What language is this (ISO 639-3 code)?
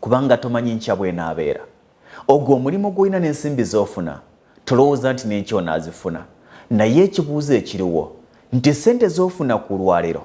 lug